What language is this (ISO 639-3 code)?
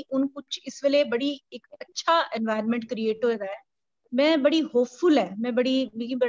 doi